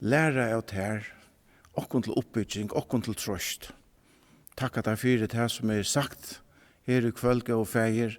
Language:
Faroese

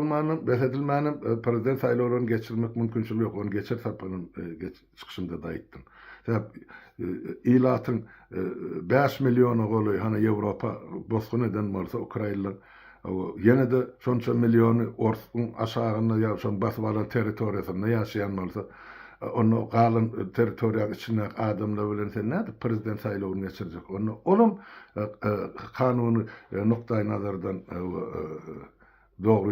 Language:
Turkmen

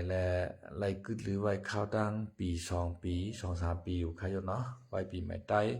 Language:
Shan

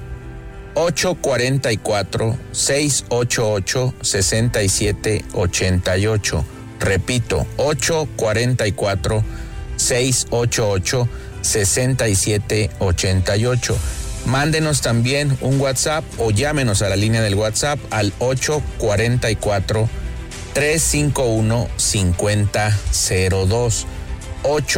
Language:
Spanish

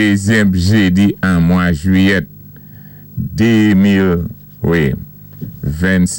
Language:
Saint Lucian Creole French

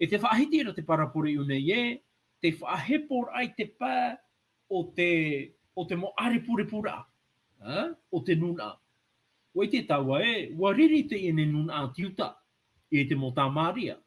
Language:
Tahitian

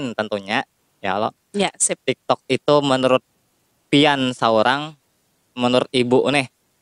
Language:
Banjar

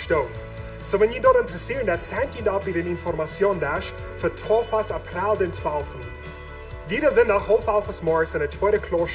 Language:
Plautdietsch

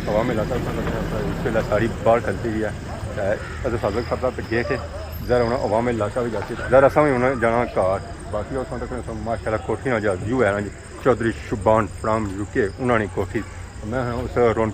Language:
Pahari-Potwari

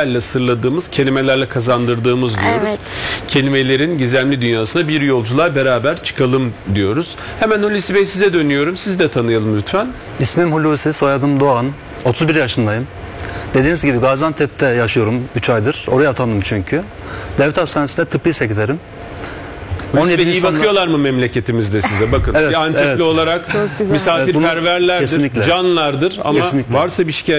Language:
Turkish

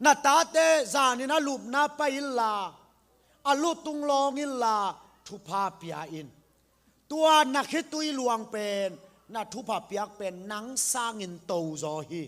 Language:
Tedim Chin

